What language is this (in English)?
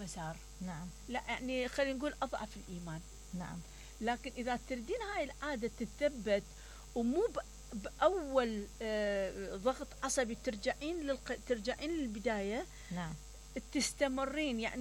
Mesopotamian Arabic